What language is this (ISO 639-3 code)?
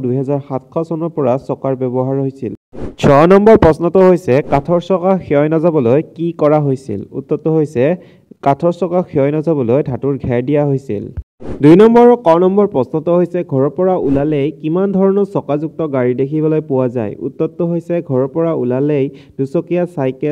asm